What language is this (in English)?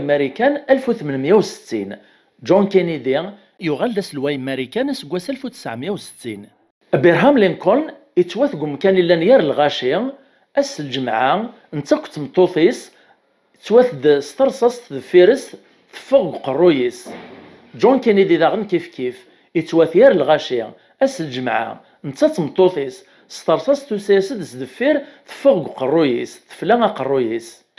Kabyle